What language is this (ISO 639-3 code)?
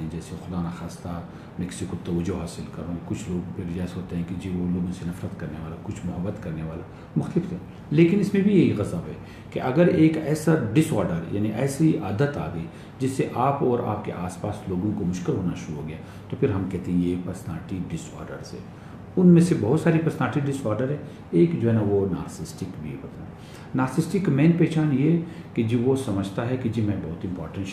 urd